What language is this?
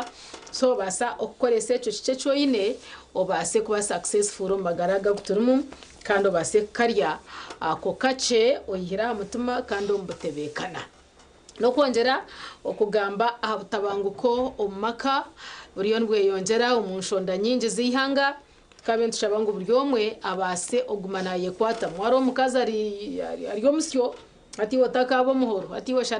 Nyankole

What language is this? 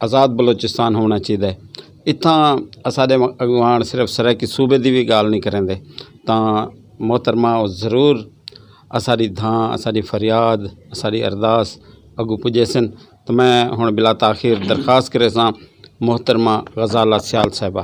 Saraiki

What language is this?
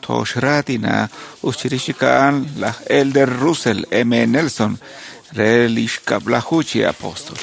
Kekchí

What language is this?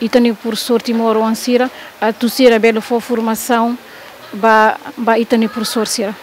Tetum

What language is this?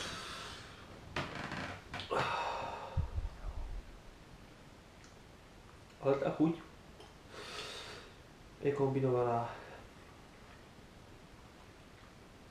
Slovak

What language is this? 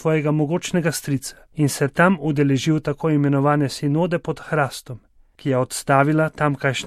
Slovenian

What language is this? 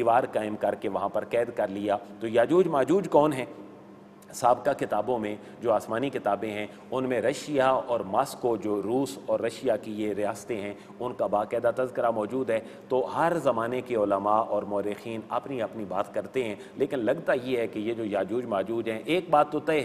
Urdu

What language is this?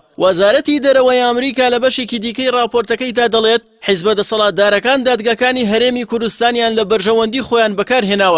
Central Kurdish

